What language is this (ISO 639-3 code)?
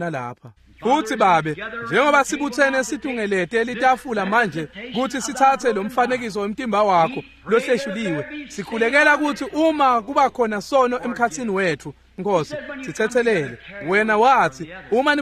ssw